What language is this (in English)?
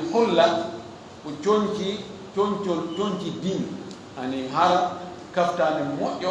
Fula